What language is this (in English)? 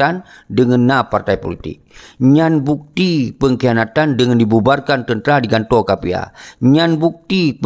Achinese